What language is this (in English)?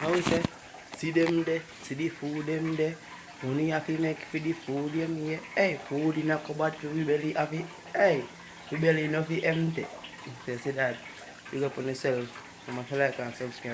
Jamaican Creole English